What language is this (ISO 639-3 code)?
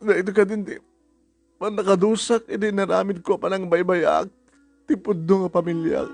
ilo